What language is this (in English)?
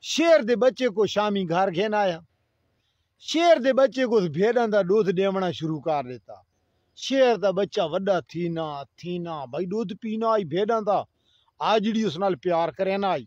Saraiki